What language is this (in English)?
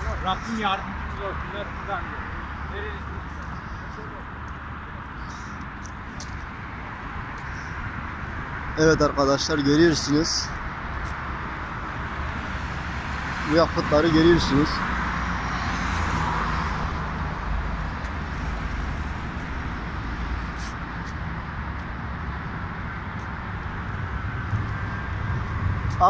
Turkish